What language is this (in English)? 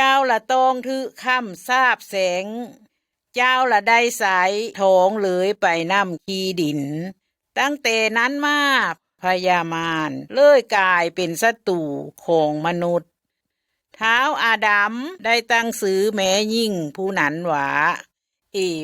Lao